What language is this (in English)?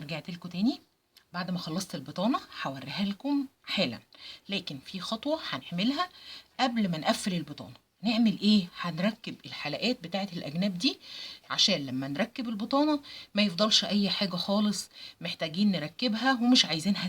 Egyptian Arabic